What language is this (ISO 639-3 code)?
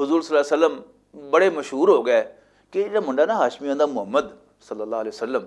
lah